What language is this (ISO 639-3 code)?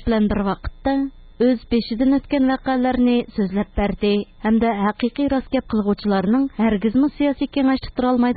uig